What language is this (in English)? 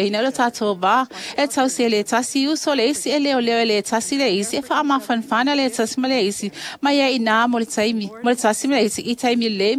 Samoan